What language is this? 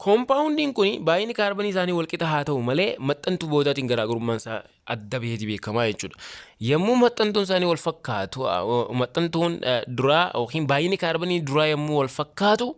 Oromo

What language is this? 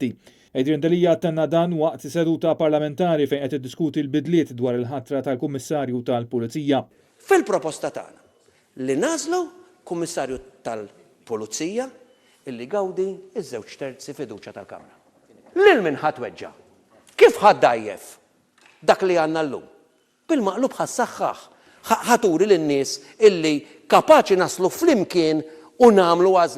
Maltese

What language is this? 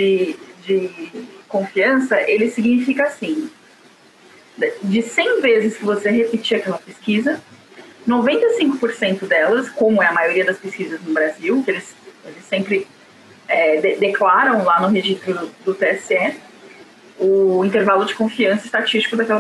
Portuguese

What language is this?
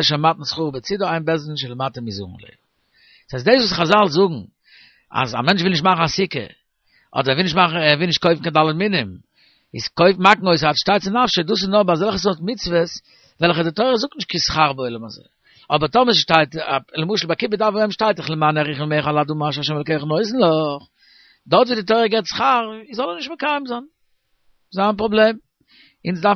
Yiddish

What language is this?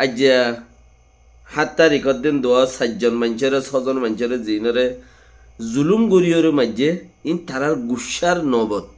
Rohingya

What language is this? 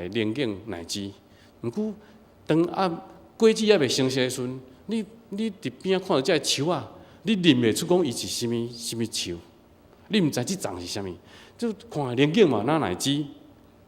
Min Nan Chinese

